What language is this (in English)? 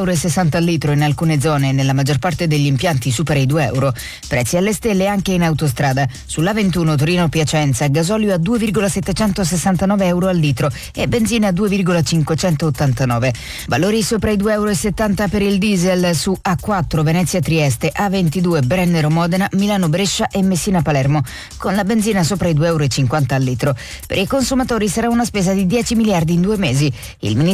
Italian